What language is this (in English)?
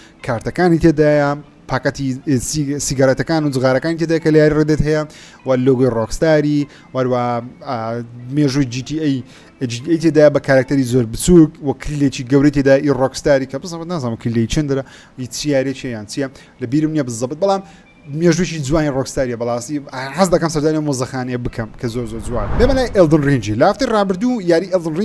Central Kurdish